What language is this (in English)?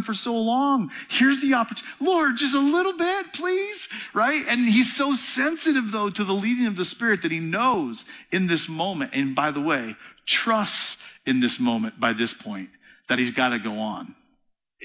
English